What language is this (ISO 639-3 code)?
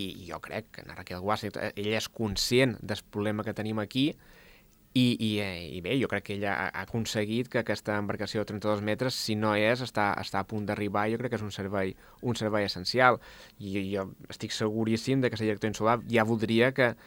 cat